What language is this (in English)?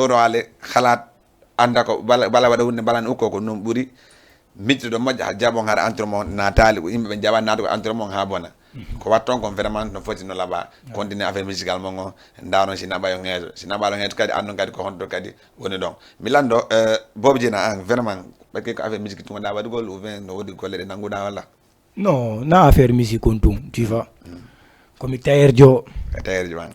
Fula